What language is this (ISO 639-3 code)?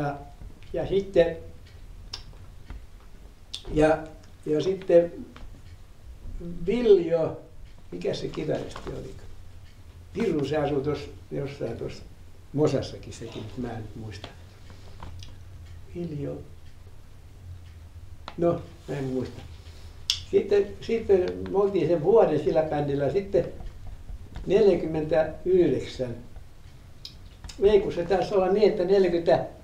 fin